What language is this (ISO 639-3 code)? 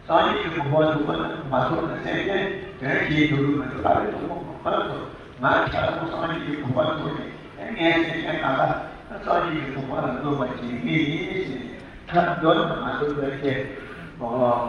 bod